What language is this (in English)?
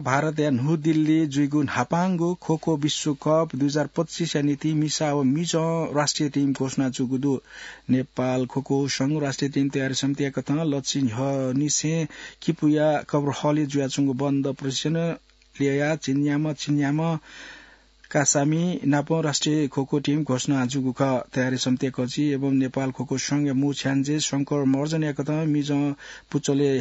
Newari